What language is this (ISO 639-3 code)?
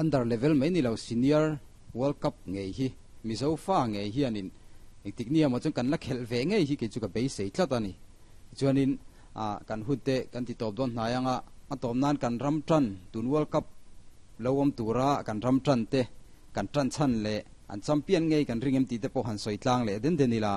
lus